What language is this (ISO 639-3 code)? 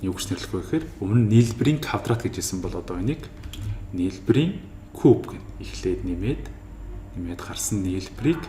mon